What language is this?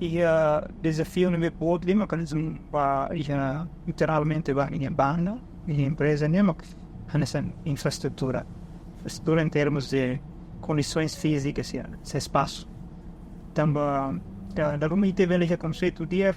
Tetum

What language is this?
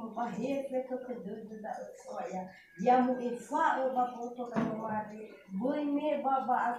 Nias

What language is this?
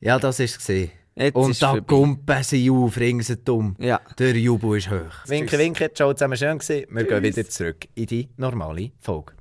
Swiss German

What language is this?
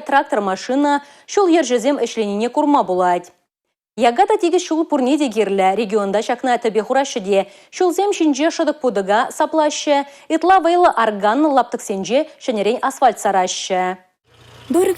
Chuvash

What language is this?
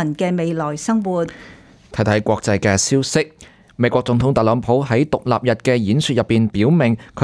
Cantonese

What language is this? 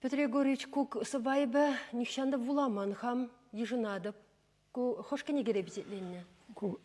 Chuvash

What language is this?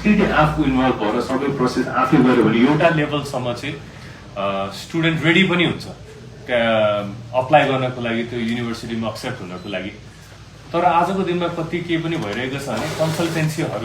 Nepali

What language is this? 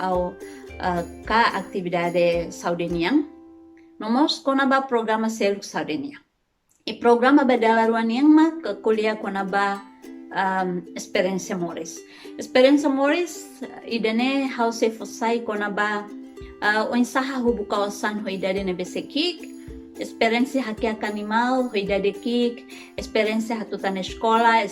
Tetum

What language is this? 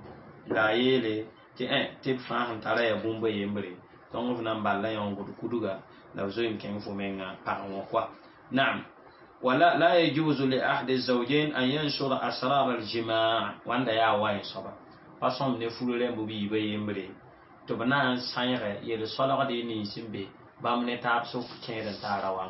Mossi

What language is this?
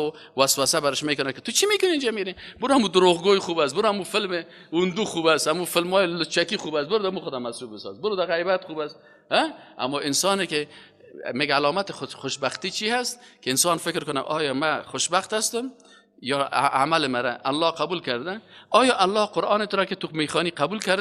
Persian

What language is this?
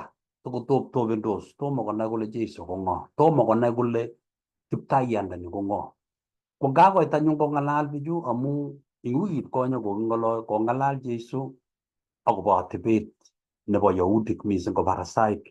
Kalenjin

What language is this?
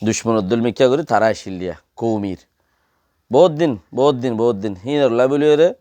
Rohingya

